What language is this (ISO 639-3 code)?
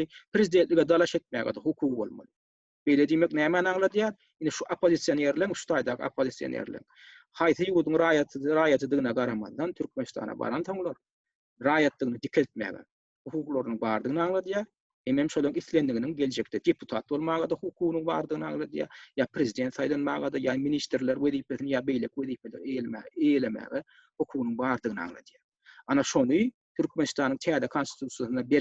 tuk